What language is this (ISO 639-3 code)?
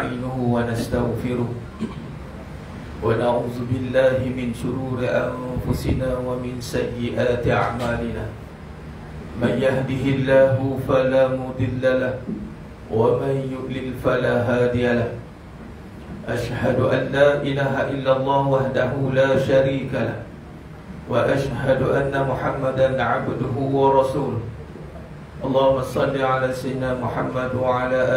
msa